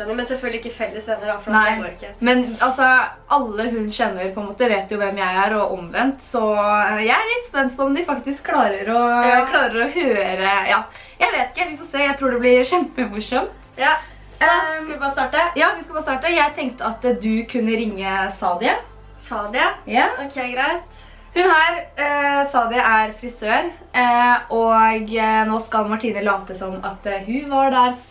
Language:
Norwegian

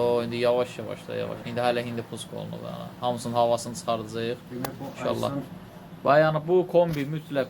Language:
Azerbaijani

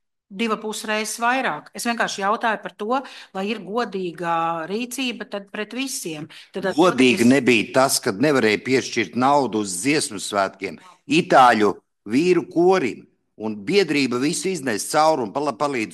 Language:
Latvian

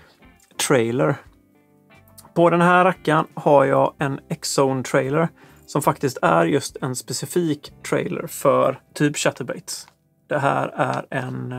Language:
Swedish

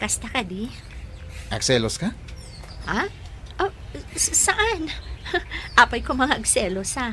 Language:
Iloko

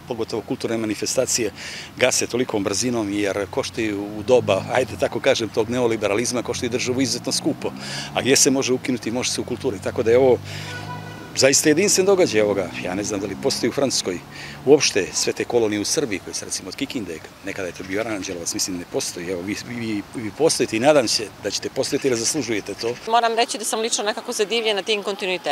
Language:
Serbian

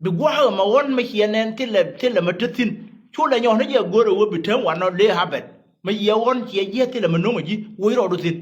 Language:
Nuer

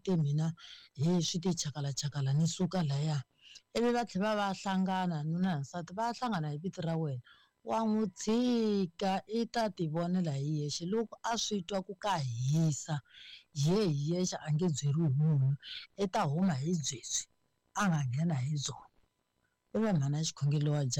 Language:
Tsonga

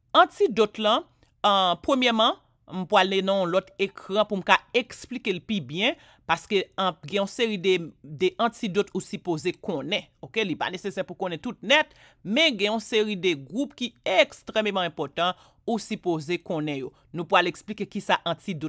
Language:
Haitian Creole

